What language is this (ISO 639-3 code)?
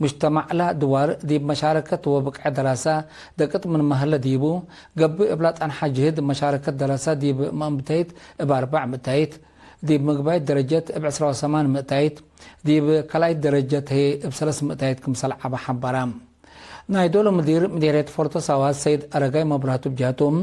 tig